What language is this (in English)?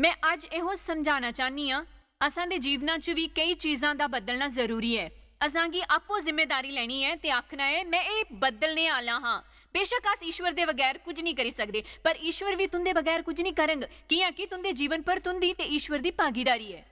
Dogri